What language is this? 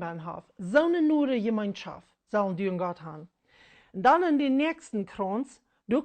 Plautdietsch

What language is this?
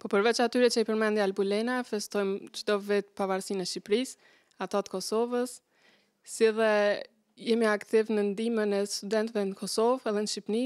Albanian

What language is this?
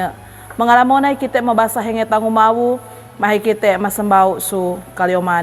Sangir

